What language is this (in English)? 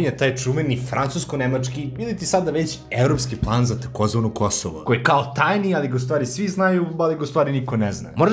Serbian